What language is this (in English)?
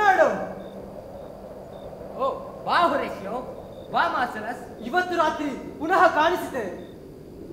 Kannada